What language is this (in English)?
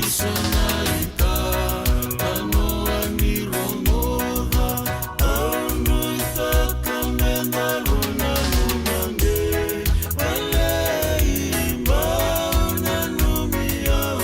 Fijian